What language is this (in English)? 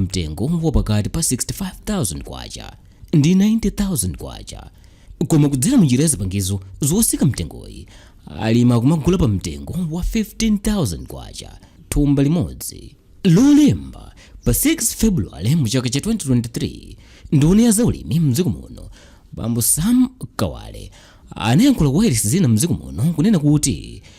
Nyanja